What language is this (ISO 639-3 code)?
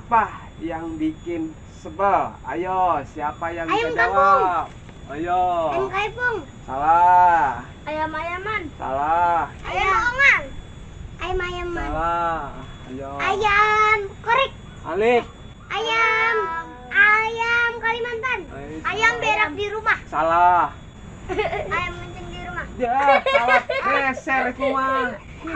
bew